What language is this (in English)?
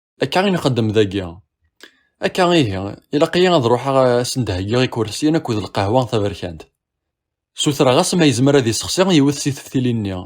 Kabyle